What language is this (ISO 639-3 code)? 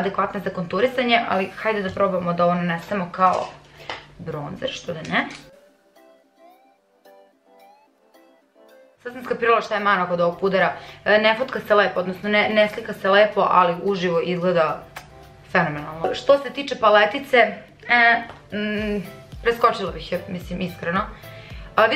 srp